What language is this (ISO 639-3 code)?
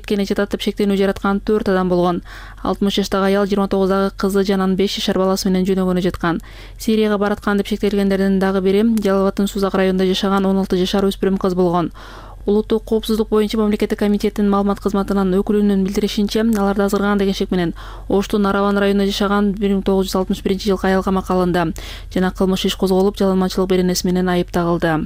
kir